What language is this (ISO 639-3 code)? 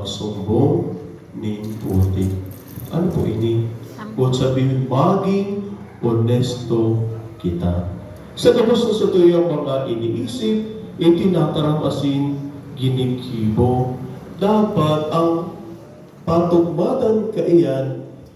bik